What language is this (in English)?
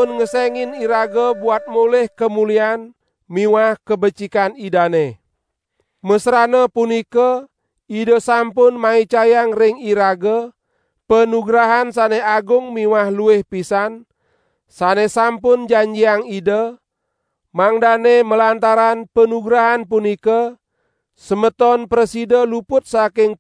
Balinese